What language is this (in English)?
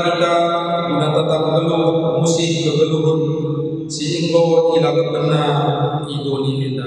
Batak Karo